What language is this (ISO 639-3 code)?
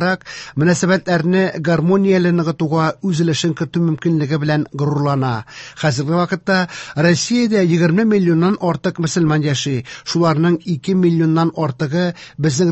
tat